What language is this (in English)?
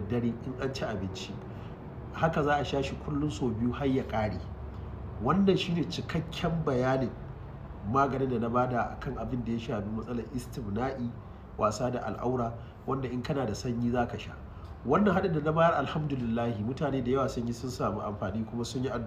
Hausa